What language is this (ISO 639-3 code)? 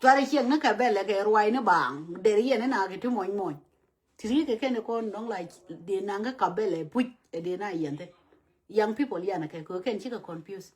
nus